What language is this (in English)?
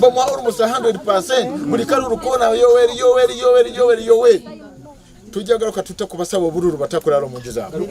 Ganda